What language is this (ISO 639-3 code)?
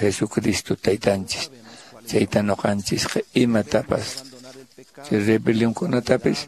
que